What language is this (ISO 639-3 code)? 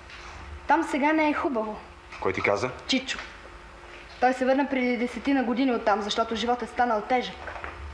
bul